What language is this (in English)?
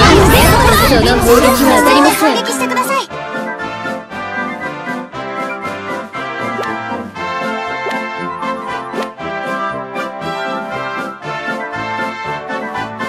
Japanese